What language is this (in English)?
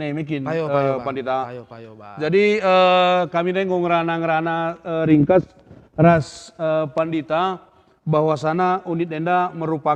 Batak Karo